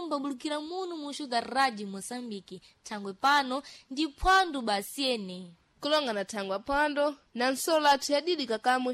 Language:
Sena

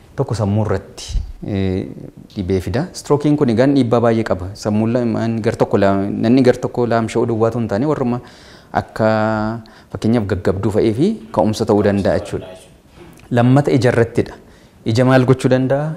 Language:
Oromo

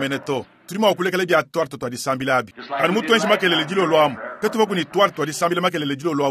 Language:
Luba-Lulua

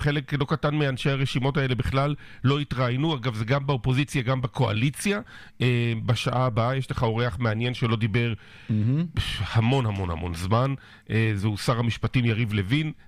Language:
Hebrew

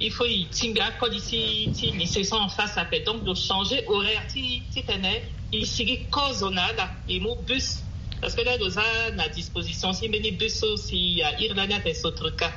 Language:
Sango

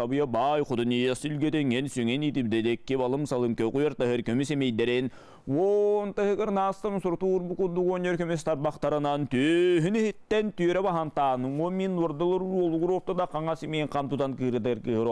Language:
Yakut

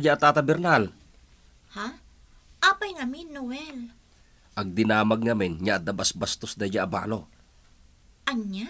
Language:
Iloko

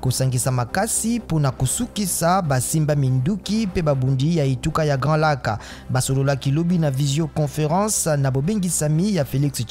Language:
Lingala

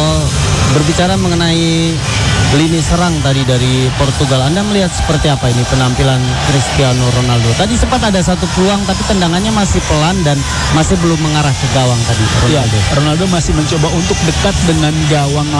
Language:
Indonesian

